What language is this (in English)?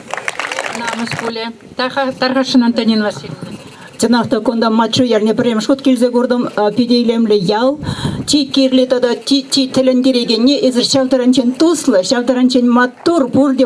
Chuvash